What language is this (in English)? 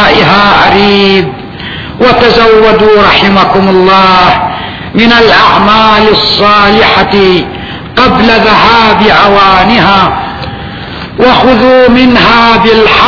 Arabic